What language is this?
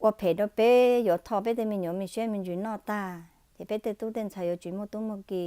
Hmong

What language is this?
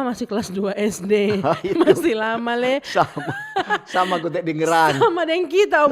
Manado Malay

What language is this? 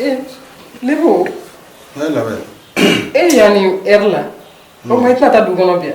Bambara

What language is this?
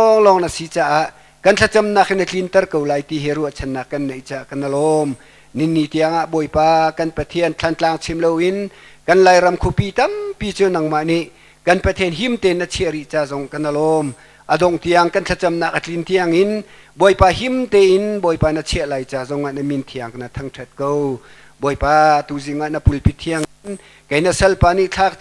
Hakha Chin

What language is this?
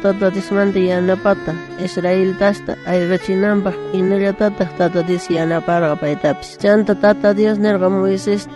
South Bolivian Quechua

